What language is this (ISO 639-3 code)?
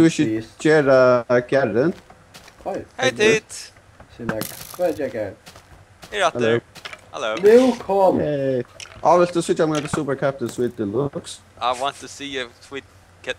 fao